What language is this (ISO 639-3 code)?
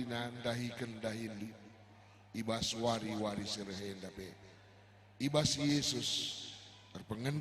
btx